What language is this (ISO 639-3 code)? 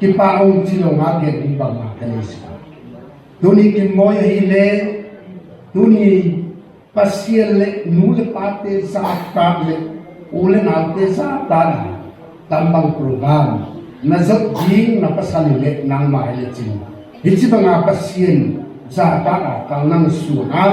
ctd